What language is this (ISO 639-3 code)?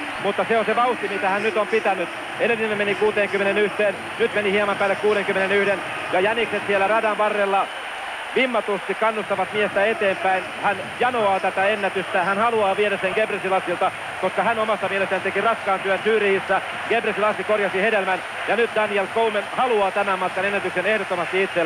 fin